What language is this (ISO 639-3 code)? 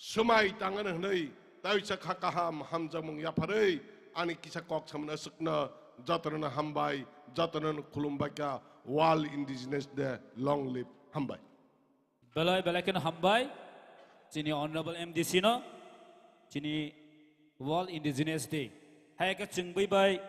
trp